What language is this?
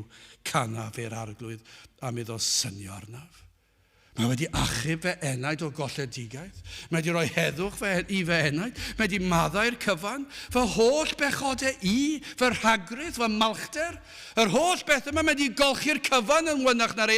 Welsh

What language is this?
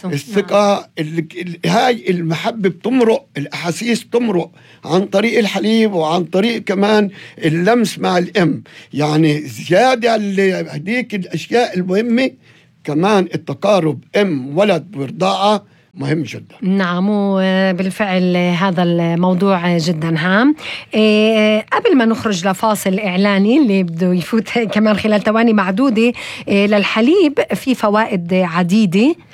North Levantine Arabic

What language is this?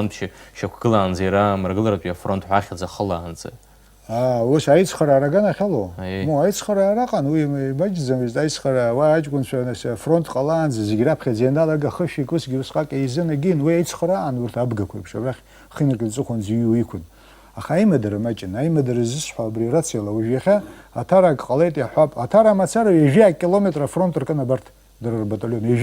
Abkhazian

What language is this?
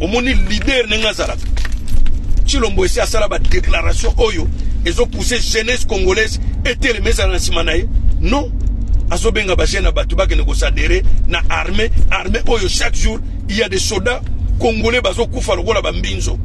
Lingala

